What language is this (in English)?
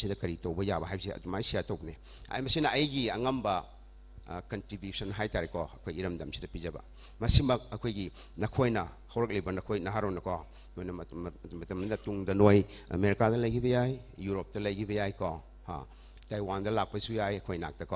Manipuri